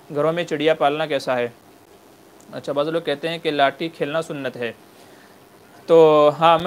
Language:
Urdu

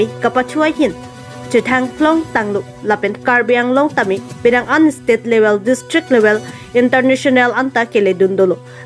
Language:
Karbi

